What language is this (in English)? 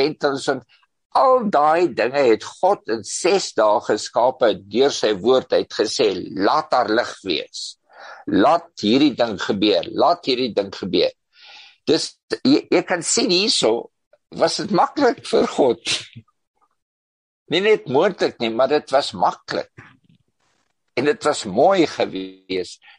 Afrikaans